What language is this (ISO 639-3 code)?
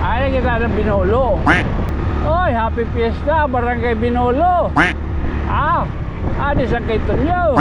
war